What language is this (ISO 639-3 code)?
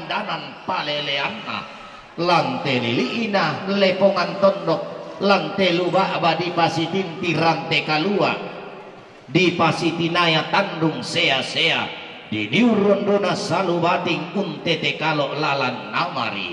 sda